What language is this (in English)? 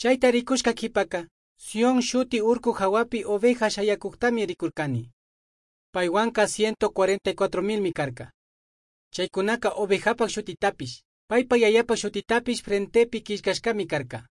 Chimborazo Highland Quichua